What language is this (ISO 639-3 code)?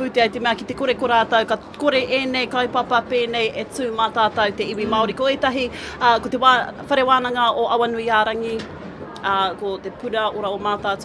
mri